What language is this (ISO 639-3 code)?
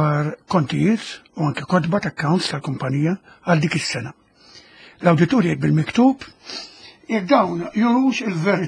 mlt